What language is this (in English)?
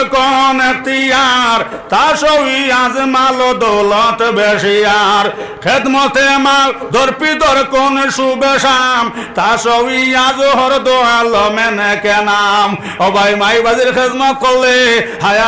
Sylheti